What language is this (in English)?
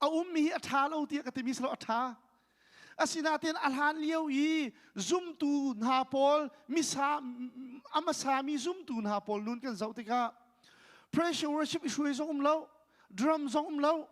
Hakha Chin